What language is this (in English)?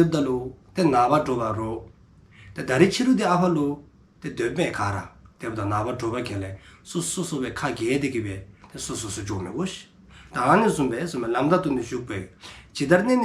Dzongkha